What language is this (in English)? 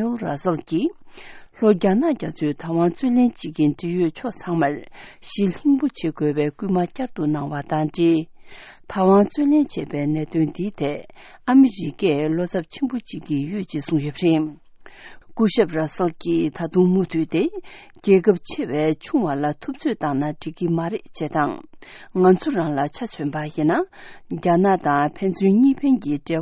Tibetan